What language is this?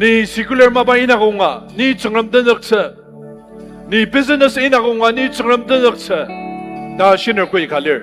Ao Naga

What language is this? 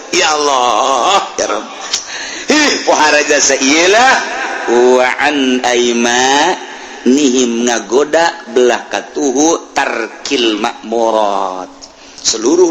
Sundanese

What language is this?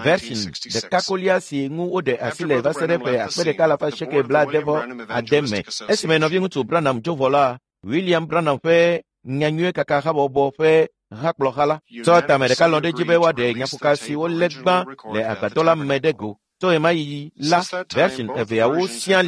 Ewe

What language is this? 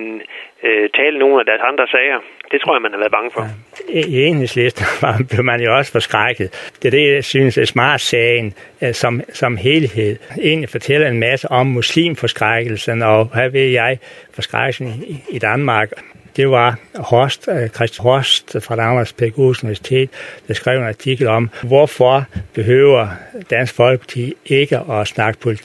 Danish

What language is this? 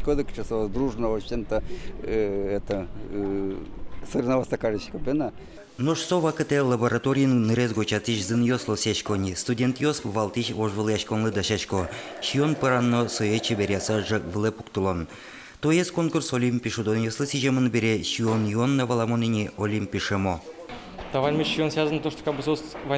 Udmurt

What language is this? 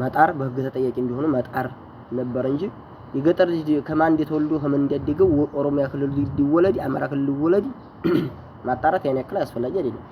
Amharic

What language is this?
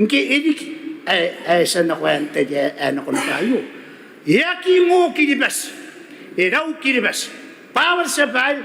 Gilbertese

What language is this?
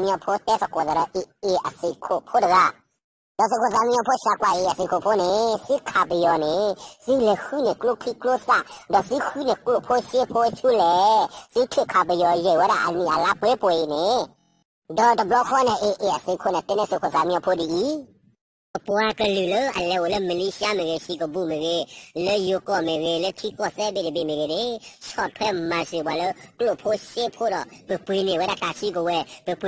S'gaw Karen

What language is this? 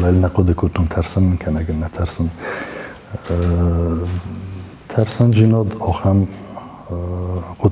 Ossetic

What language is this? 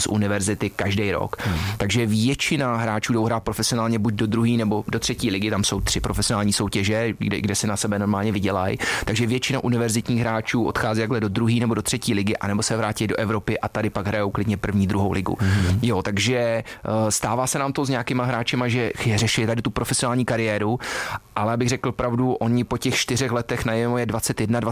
Czech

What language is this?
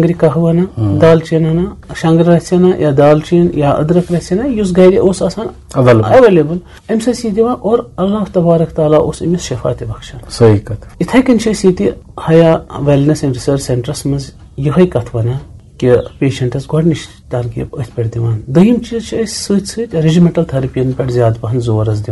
Kashmiri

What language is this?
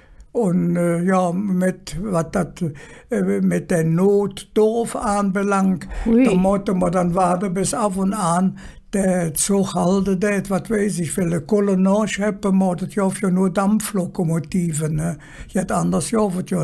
Colognian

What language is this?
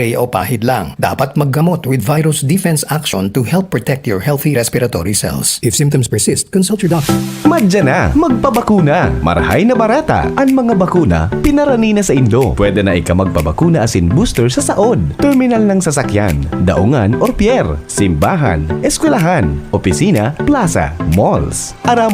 Bikol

